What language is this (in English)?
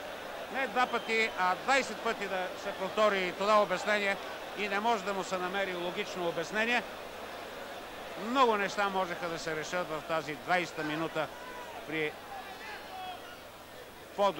Bulgarian